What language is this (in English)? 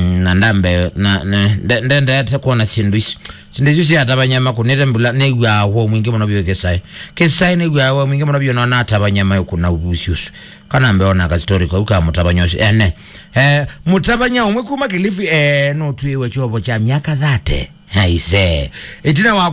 Kamba